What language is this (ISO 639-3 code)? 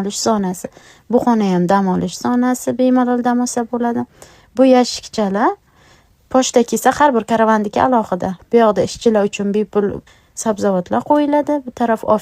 uzb